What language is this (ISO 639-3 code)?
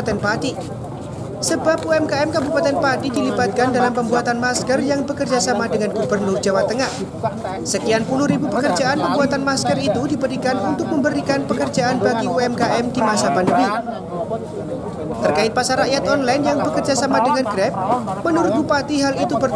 ind